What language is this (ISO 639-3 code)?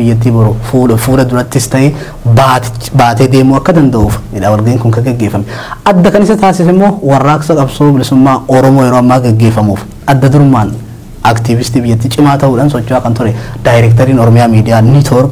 orm